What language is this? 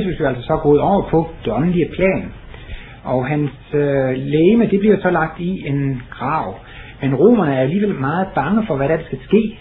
Danish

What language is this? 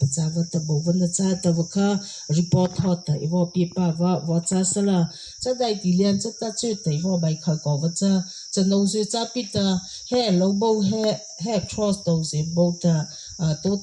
Mara Chin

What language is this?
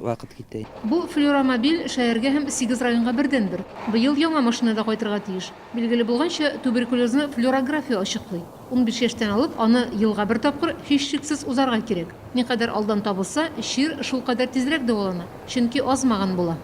Tatar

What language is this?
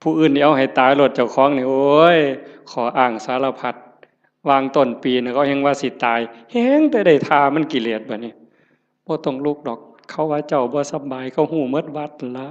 Northeastern Thai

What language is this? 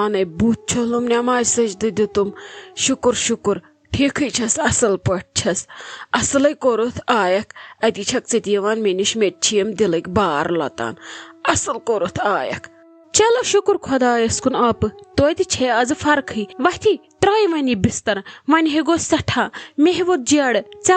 Kashmiri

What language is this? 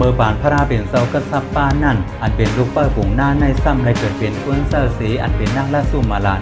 Shan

